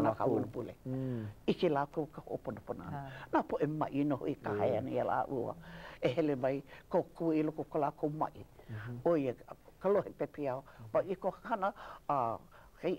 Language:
Hawaiian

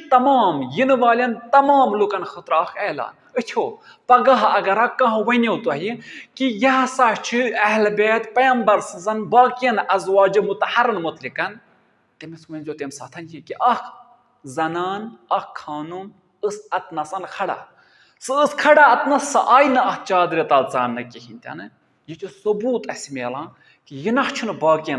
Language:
Kashmiri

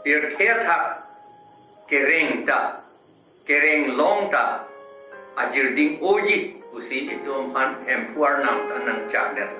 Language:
Karbi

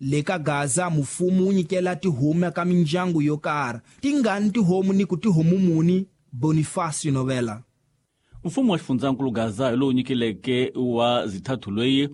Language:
Tsonga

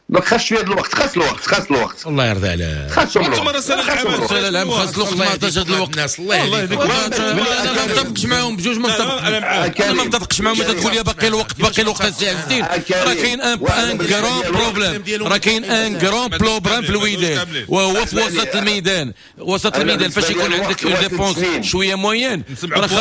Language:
Moroccan Arabic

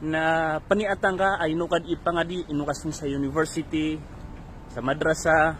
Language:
Maranao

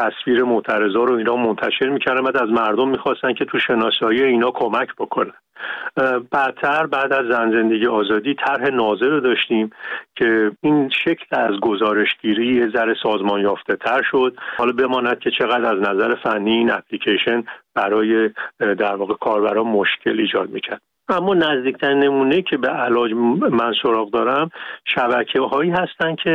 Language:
Persian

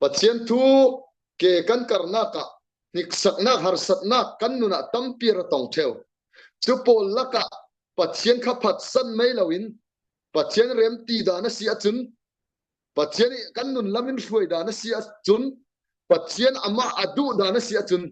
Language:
Falam Chin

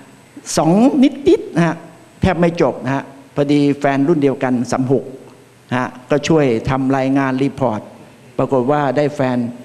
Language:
Thai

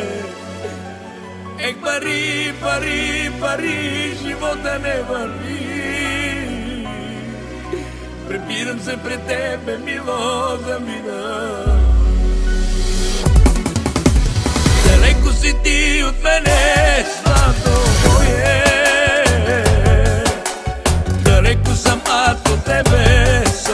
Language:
Bulgarian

